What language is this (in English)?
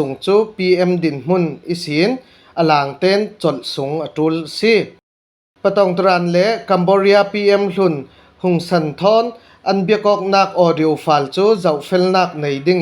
Falam Chin